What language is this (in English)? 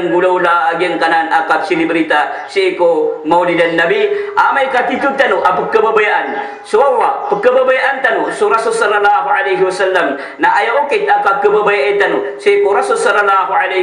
Maranao